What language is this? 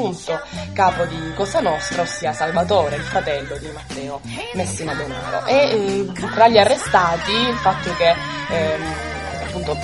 Italian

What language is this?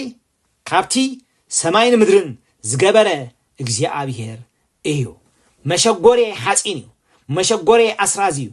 Tigrinya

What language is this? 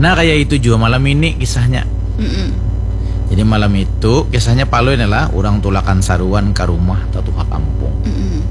Banjar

